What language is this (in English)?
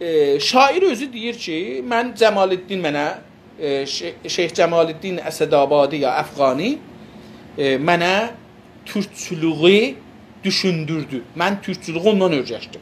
South Azerbaijani